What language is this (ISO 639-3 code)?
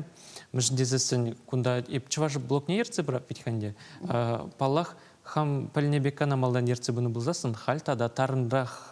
chv